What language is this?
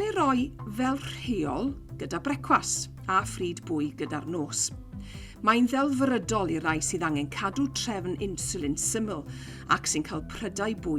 Welsh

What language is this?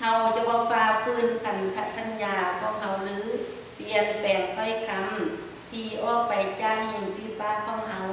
Lao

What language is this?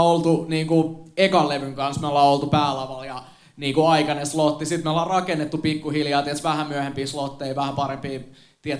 Finnish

